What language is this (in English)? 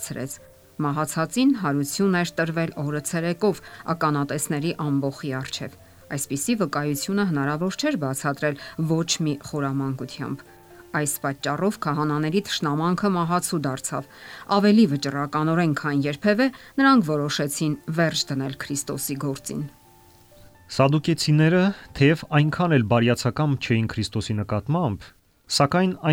Armenian